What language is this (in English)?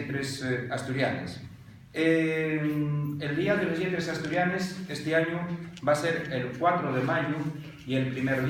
Asturian